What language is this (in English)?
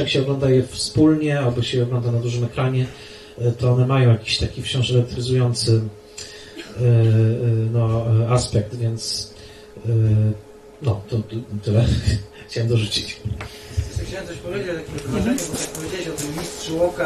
Polish